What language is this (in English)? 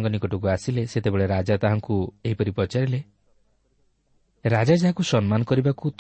Odia